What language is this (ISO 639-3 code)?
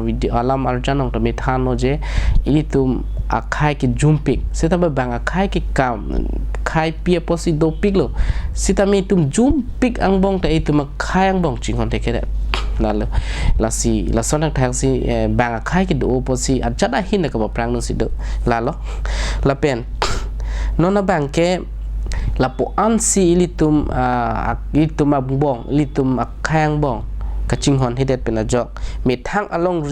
mjw